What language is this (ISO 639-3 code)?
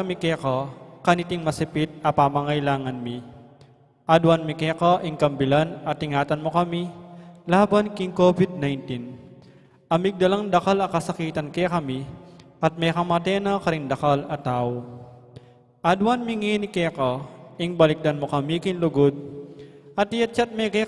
pam